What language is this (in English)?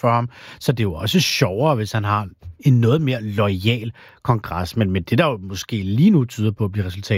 Danish